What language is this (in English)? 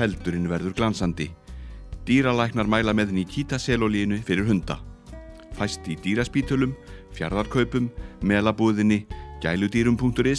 Icelandic